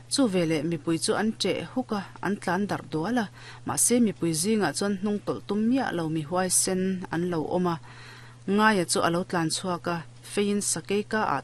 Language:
Mizo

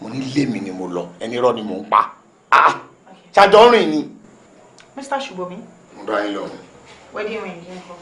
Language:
Yoruba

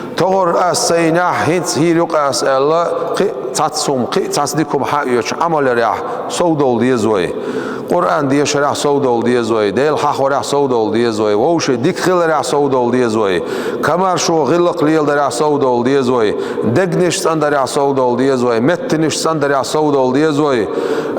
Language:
Chechen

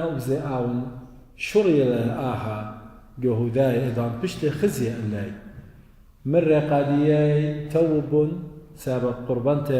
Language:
Assyrian Neo-Aramaic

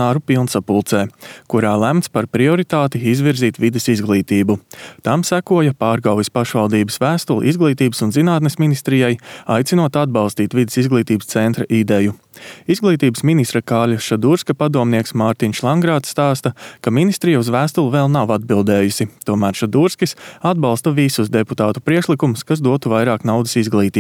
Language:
Latvian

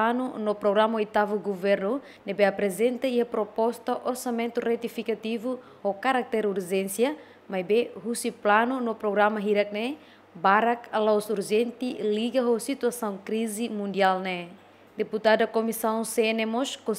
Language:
Tetum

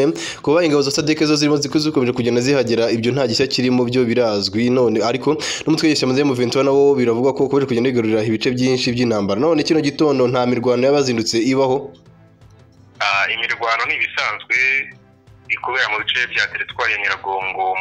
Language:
Kinyarwanda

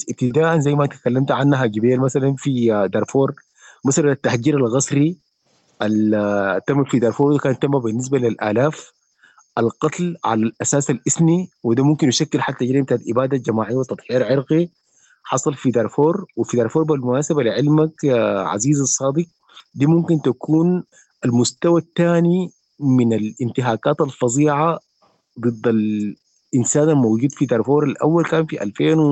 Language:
Sudanese Arabic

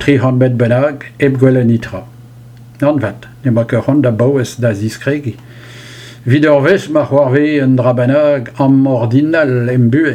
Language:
Breton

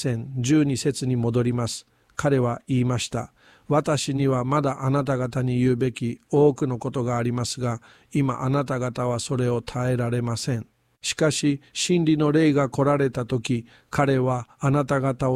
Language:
Japanese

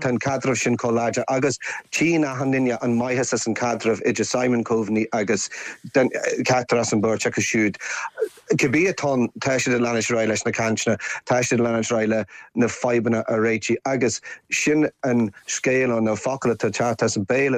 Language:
Irish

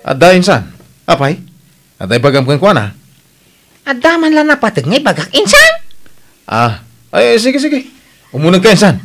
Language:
Iloko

